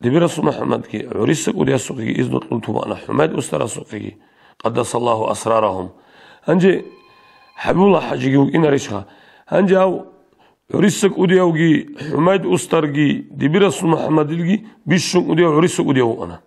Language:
Avaric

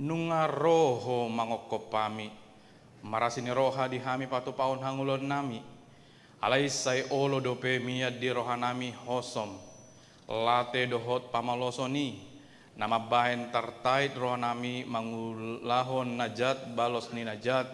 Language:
Batak Toba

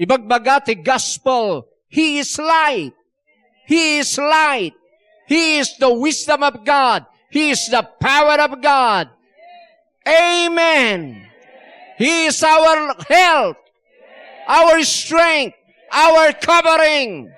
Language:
Iloko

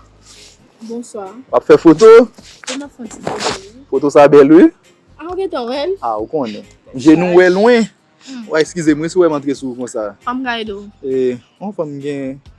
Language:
Haitian Creole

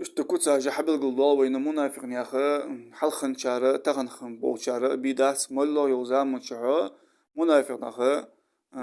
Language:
Ingush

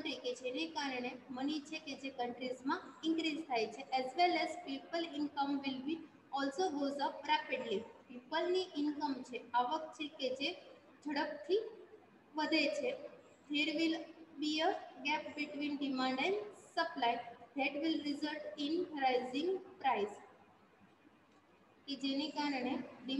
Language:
Gujarati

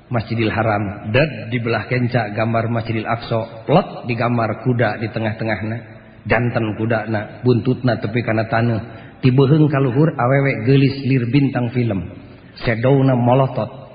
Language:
Sundanese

